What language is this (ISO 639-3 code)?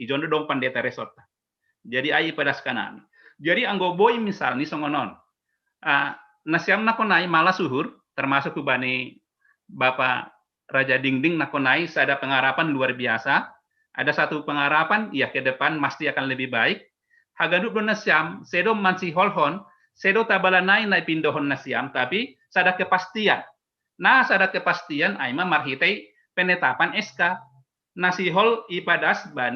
bts